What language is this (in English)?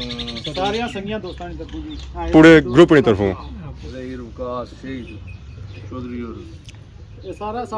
Pahari-Potwari